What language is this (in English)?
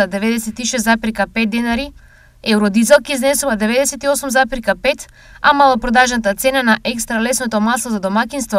Macedonian